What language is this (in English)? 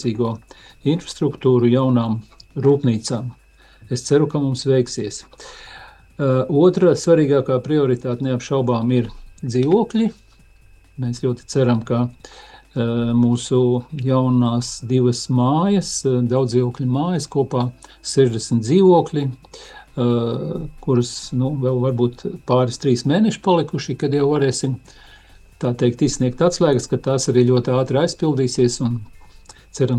Latvian